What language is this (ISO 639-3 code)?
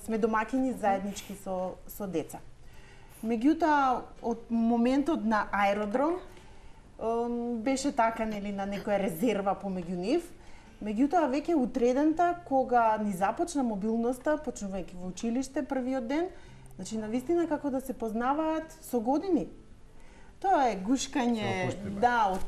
mkd